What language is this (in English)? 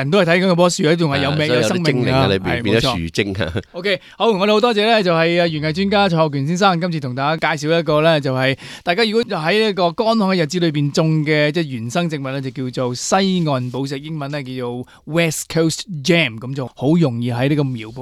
Cantonese